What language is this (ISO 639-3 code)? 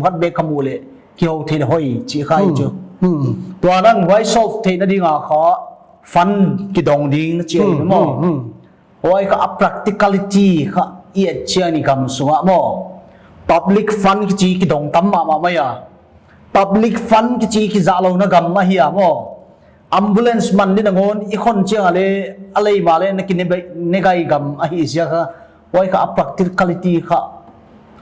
pck